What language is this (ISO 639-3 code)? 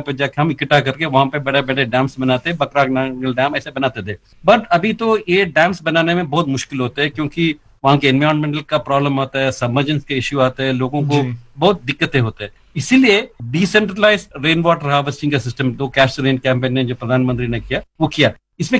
hin